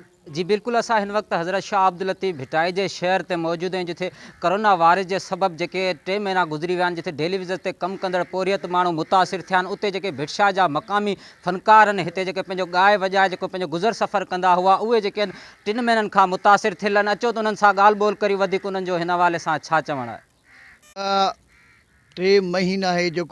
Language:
Sindhi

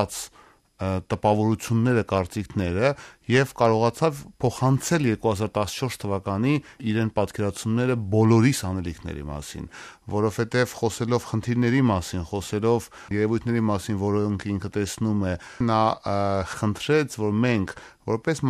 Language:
Armenian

